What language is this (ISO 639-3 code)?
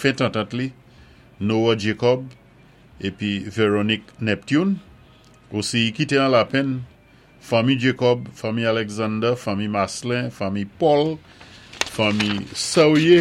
acf